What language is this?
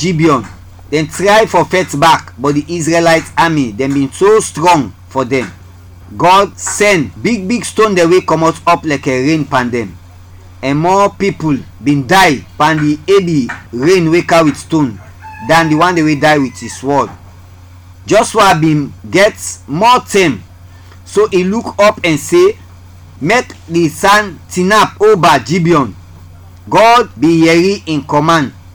Krio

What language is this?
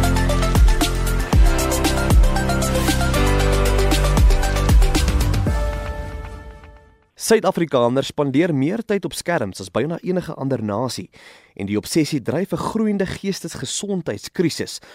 Afrikaans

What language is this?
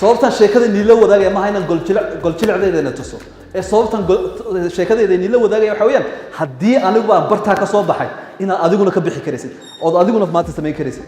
Somali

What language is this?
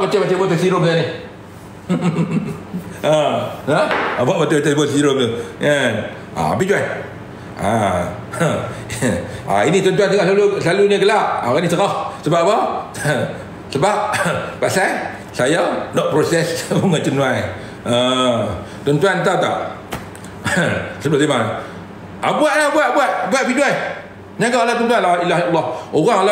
Malay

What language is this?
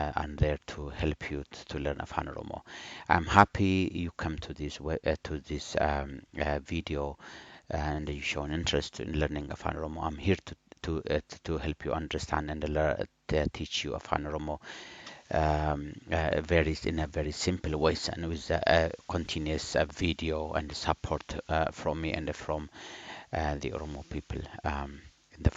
English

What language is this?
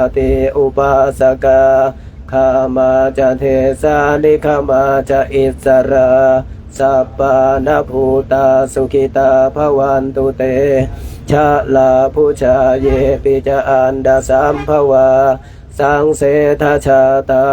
Pali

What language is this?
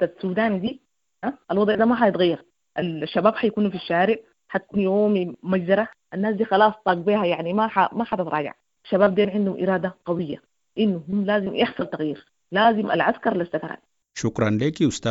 Sudanese Arabic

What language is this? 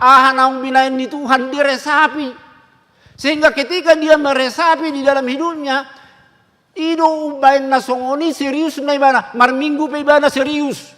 Batak Toba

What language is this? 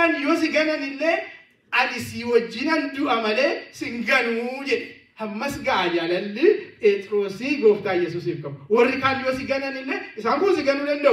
Oromo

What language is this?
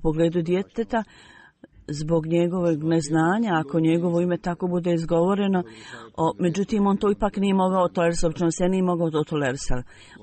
Bosnian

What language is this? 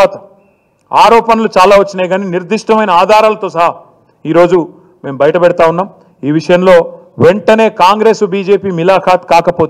Telugu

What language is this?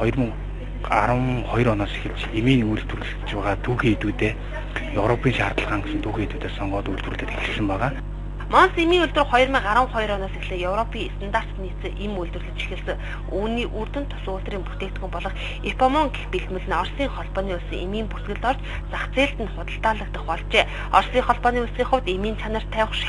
Mongolian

